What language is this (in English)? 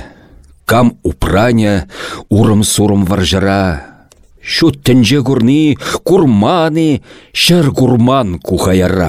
Chuvash